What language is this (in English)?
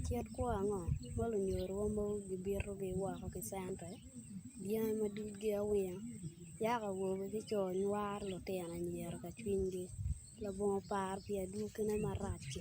Acoli